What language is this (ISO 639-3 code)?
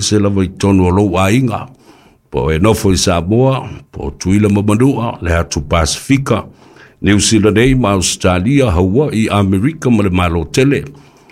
smo